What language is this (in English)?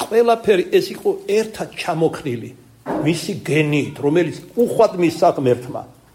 Georgian